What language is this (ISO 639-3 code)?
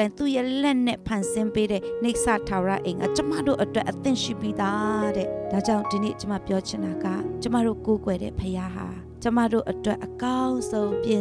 mya